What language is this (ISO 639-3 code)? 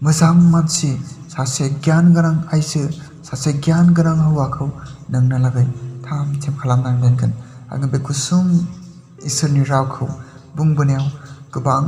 brx